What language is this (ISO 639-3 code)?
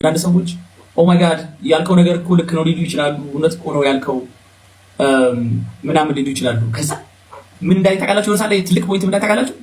amh